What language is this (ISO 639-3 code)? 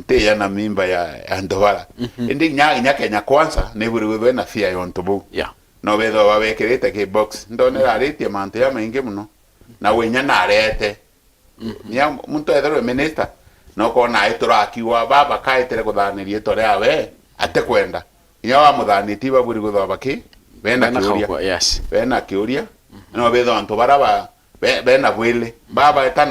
mer